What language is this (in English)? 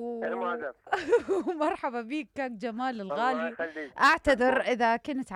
Mesopotamian Arabic